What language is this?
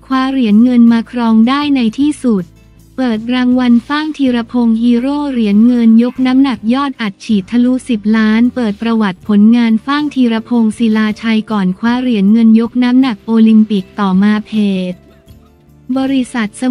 Thai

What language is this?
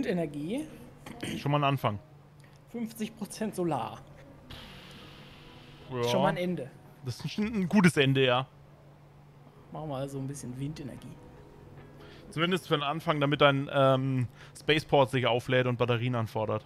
German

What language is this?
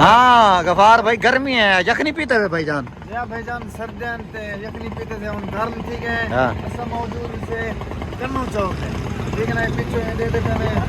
Saraiki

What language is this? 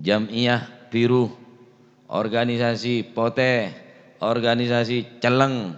Madurese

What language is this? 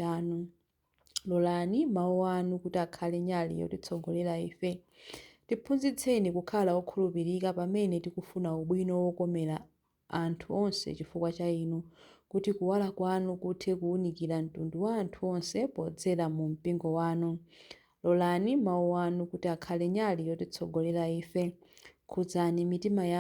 Nyanja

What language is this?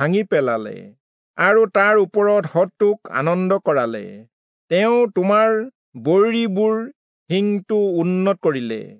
Assamese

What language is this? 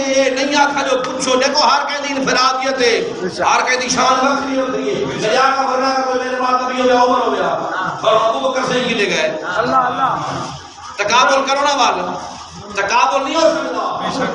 Saraiki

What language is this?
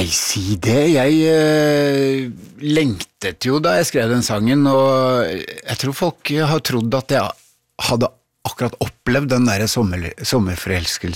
Norwegian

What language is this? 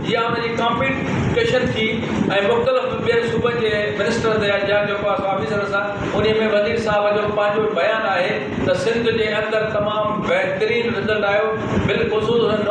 Sindhi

